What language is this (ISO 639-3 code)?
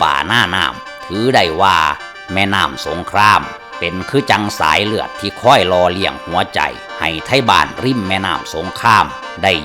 lao